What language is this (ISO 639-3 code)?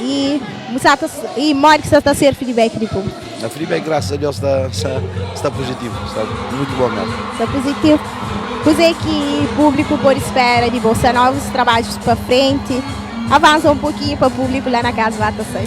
kea